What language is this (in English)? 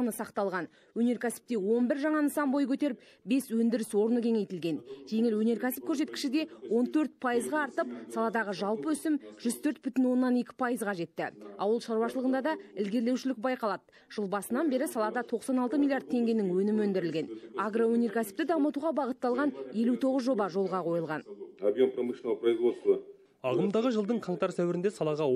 Kazakh